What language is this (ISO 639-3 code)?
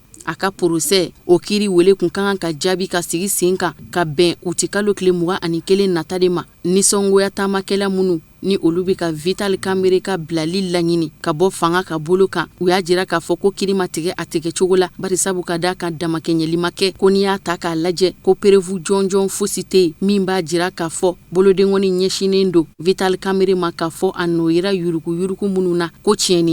bam